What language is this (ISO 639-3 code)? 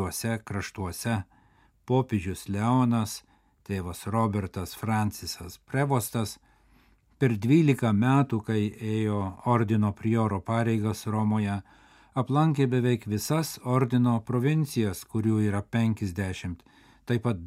lit